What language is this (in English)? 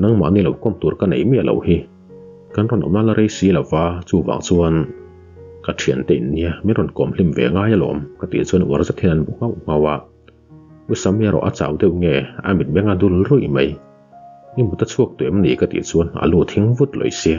Mizo